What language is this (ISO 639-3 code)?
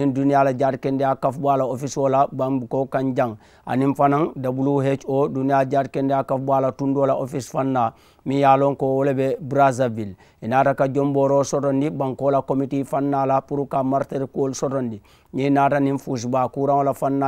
man